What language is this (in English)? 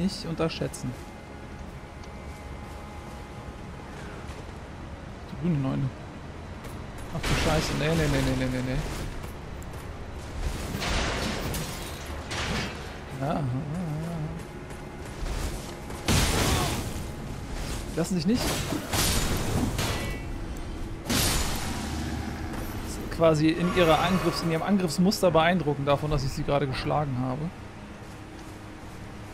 German